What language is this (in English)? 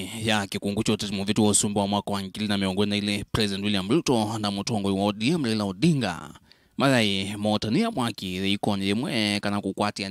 Kamba